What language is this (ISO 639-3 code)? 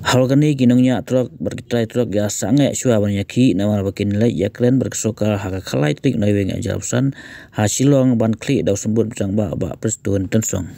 kha